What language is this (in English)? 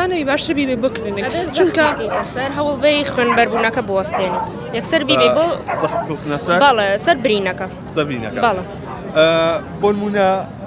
Central Kurdish